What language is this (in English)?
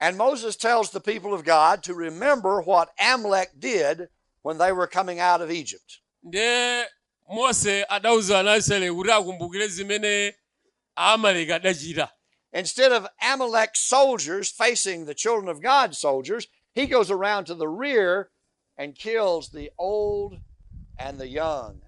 Nyanja